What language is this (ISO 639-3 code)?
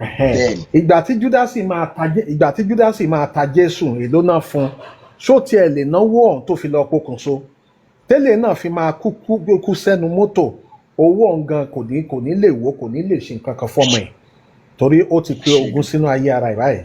yor